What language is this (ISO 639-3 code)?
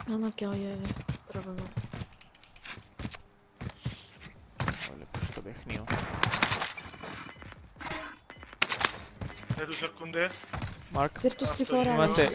ell